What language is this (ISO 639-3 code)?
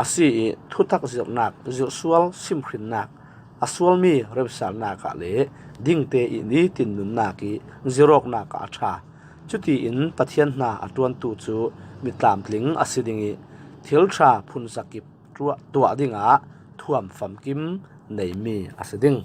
cfm